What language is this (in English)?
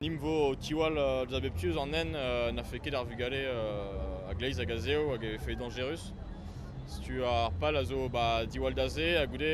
Breton